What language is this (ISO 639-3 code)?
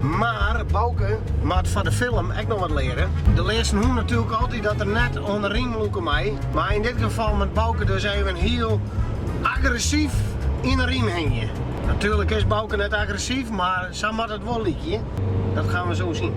fry